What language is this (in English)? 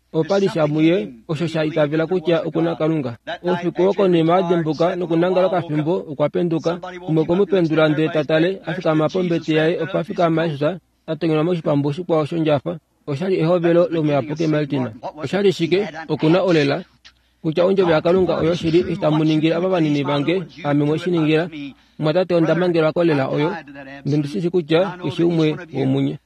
Kuanyama